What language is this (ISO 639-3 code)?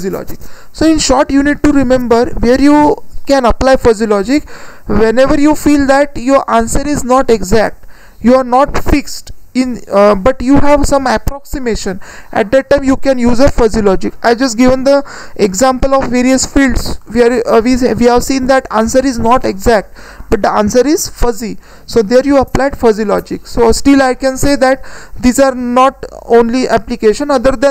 eng